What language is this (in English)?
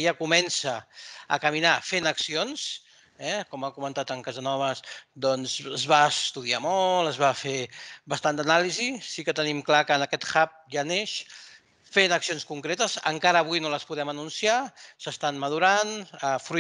Catalan